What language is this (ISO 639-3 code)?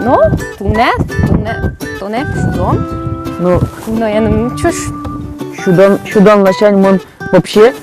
udm